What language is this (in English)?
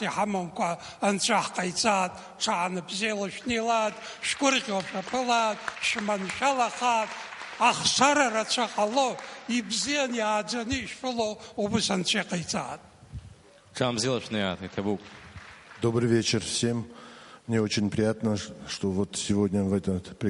Abkhazian